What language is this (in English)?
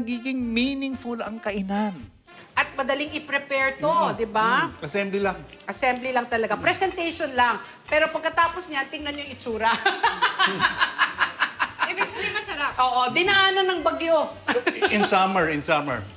Filipino